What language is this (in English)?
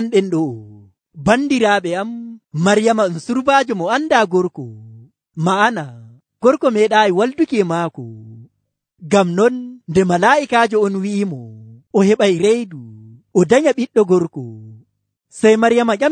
Nigerian Fulfulde